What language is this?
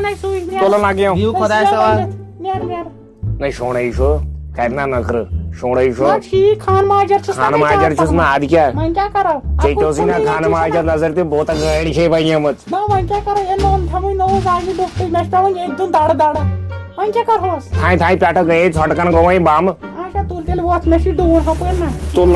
Kashmiri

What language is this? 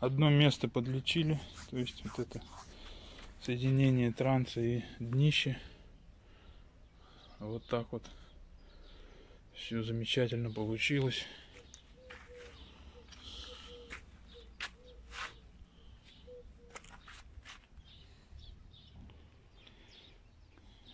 Russian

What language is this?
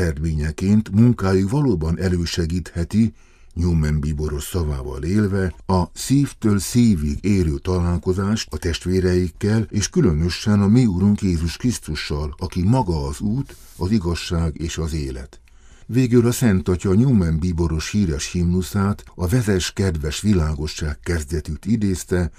Hungarian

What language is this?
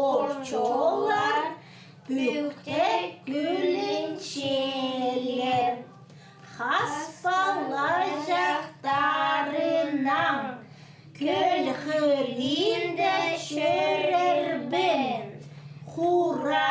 Khakas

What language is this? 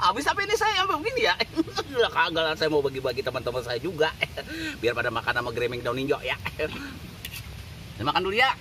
Betawi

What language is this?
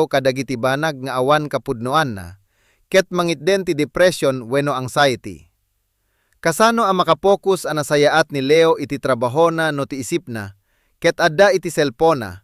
Iloko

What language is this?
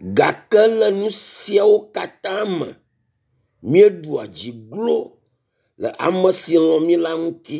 Ewe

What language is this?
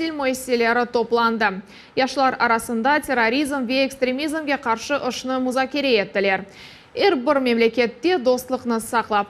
Crimean Tatar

